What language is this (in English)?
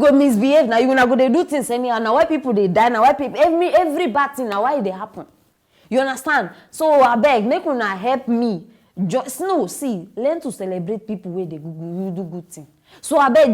Nigerian Pidgin